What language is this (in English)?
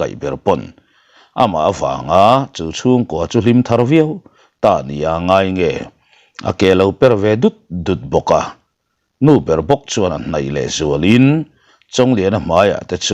Mizo